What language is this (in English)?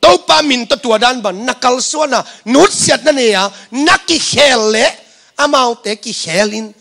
Tedim Chin